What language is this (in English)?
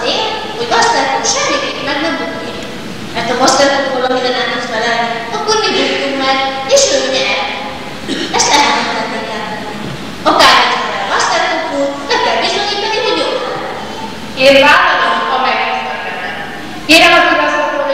Hungarian